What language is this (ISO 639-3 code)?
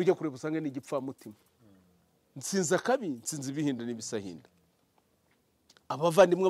kin